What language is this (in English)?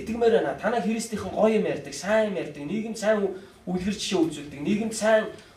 Mongolian